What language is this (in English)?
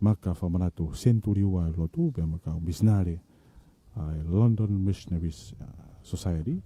Tongan